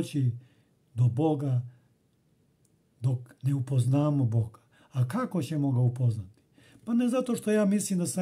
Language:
Serbian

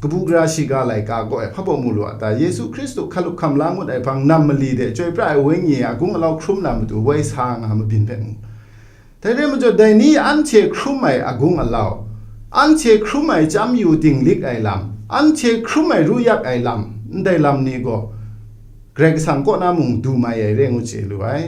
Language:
Kachin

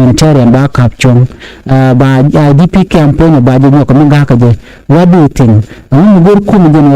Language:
Nuer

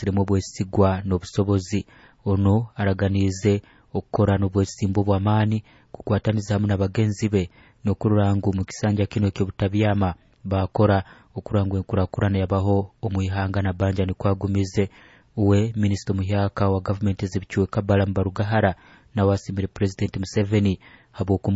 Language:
Nyoro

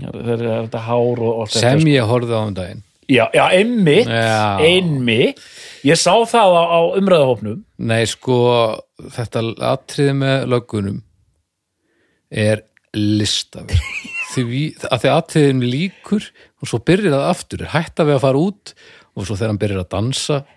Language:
Icelandic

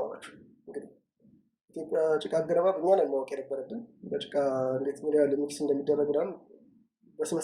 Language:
Amharic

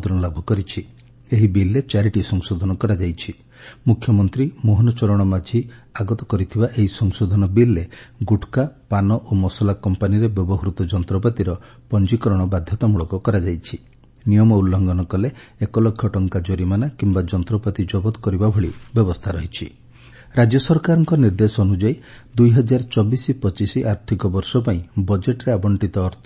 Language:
Odia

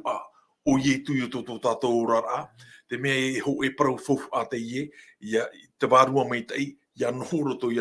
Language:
Tahitian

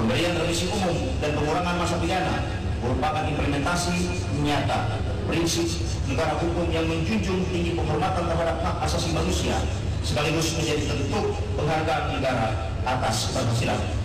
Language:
Indonesian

